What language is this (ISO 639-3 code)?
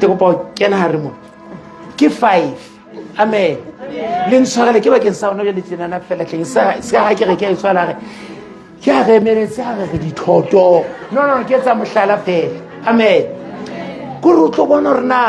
sot